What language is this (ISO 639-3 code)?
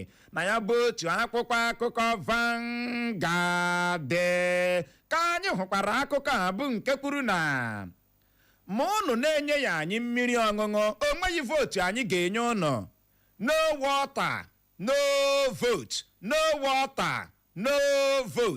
ibo